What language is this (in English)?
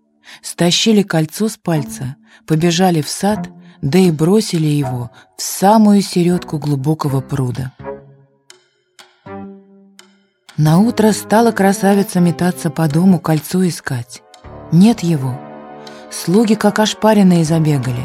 Russian